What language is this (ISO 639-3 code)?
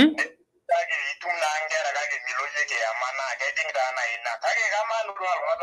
mas